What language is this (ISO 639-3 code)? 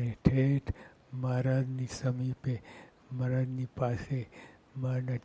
guj